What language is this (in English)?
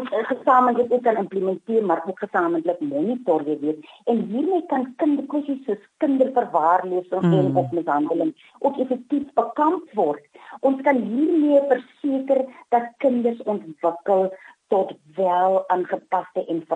Afrikaans